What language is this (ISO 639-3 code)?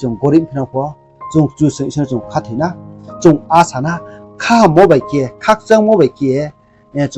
ria